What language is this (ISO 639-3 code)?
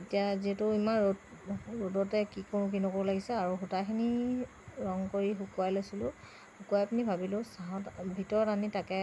asm